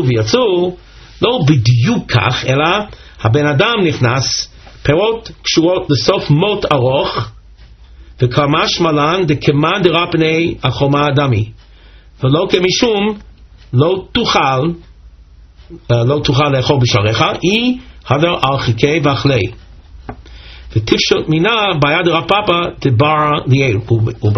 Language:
Hebrew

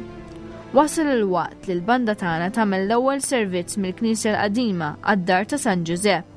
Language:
Maltese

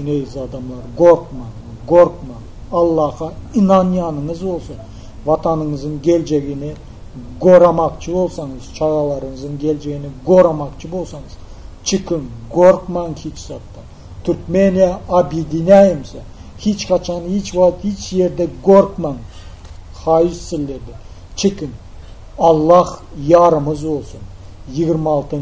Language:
Turkmen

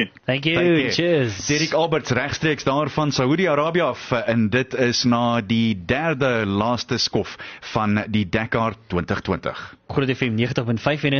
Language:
Afrikaans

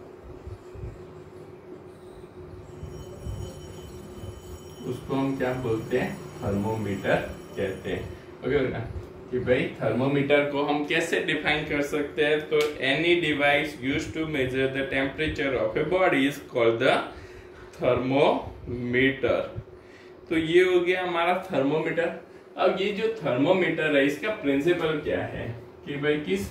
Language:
Hindi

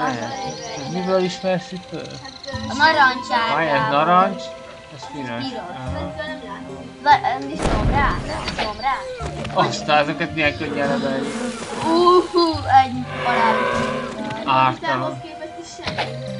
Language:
Hungarian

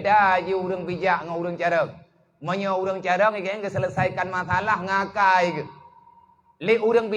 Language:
Achinese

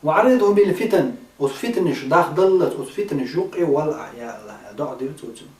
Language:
Chechen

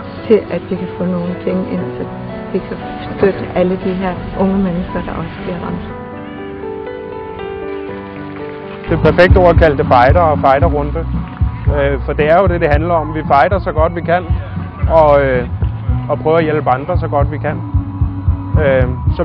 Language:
Danish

